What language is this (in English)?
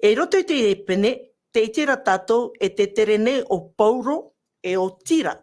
Tahitian